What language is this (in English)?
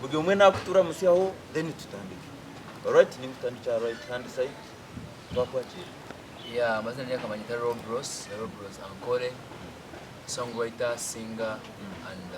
Nyankole